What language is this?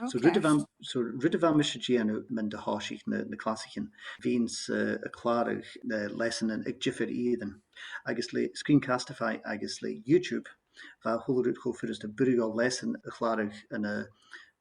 Scottish Gaelic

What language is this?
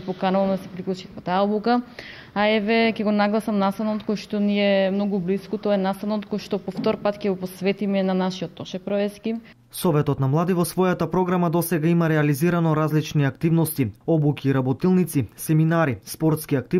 Macedonian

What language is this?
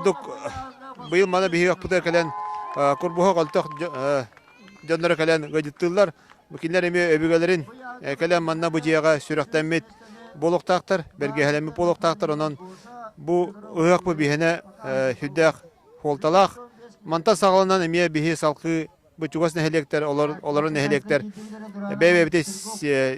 Yakut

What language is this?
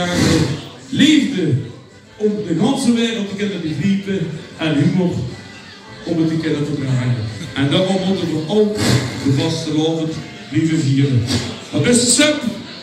Limburgish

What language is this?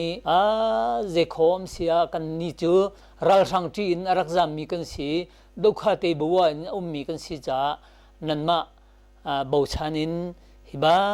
Hakha Chin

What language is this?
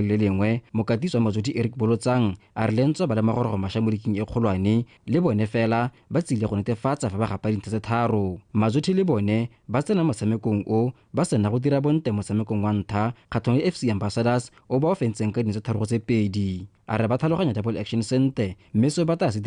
Tswana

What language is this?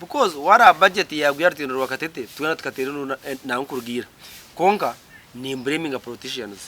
Nyankole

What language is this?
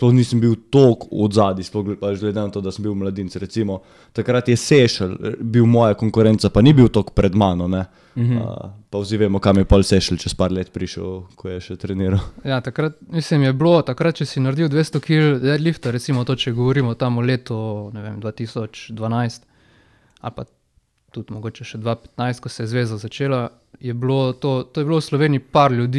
Slovenian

